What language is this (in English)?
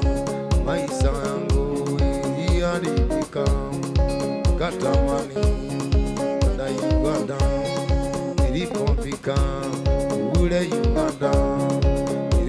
Swahili